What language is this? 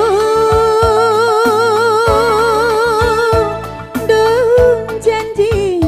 Batak Karo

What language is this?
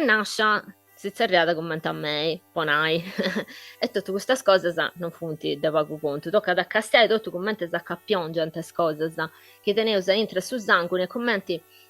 Sardinian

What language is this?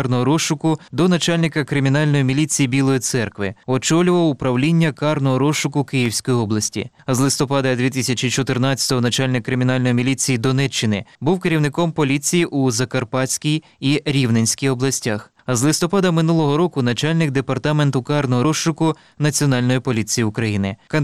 Ukrainian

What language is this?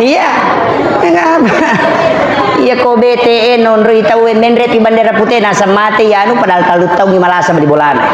Buginese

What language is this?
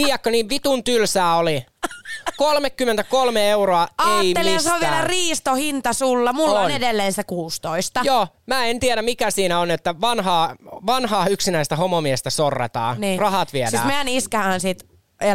Finnish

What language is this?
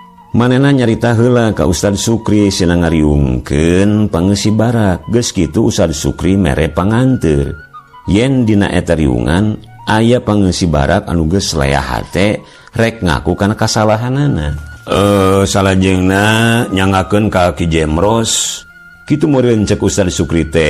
Sundanese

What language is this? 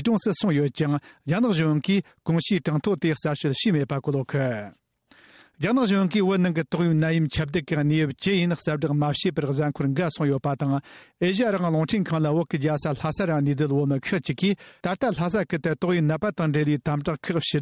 Tibetan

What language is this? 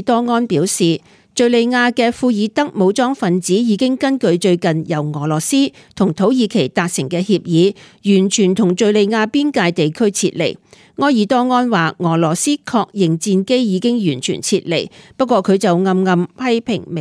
Cantonese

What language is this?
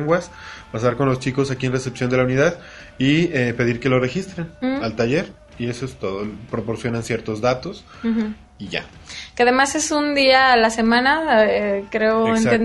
Spanish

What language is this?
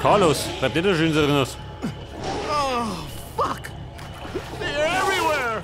Bavarian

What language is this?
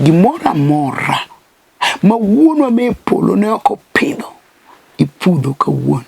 Luo (Kenya and Tanzania)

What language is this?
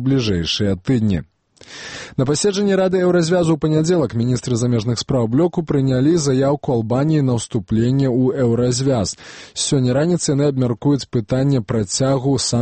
Belarusian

